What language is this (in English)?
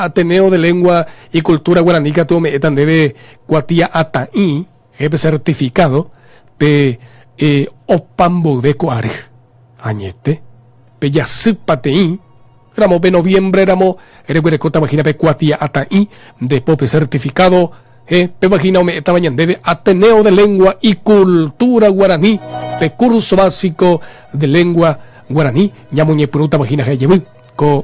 Guarani